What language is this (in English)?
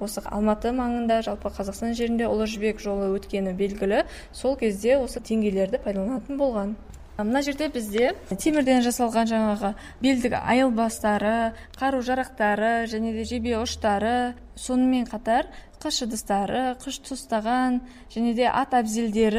Kazakh